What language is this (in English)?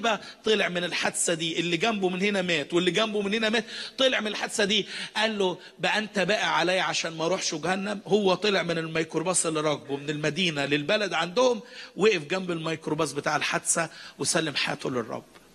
Egyptian Arabic